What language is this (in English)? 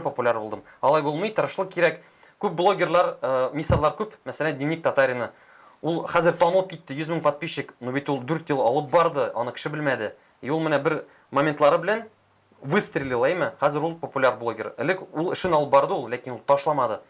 Tatar